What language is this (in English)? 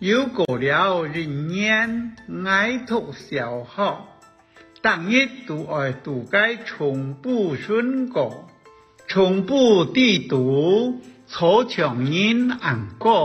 Hakka Chinese